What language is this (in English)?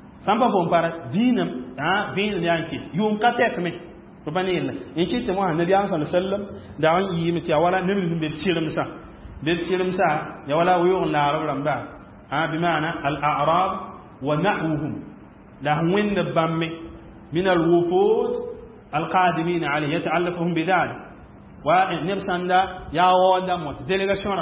Mossi